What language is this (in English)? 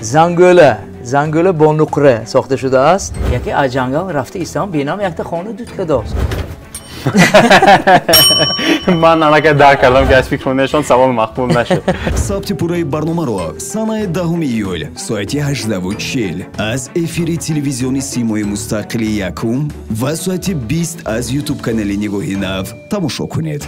Tajik